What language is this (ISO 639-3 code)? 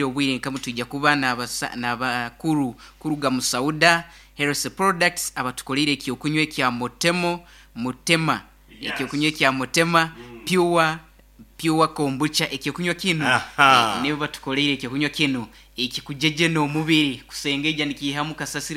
nyn